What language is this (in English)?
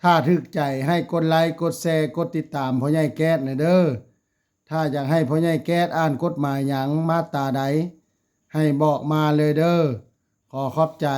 Lao